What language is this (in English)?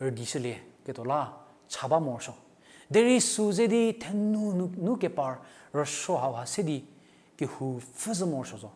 Angami Naga